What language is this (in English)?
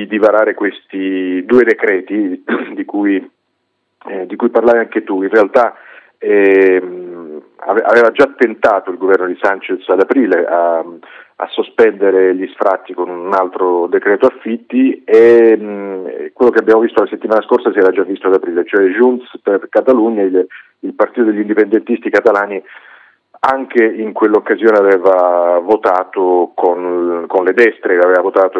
Italian